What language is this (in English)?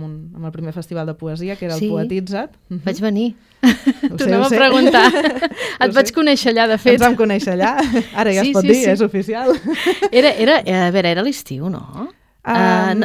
Catalan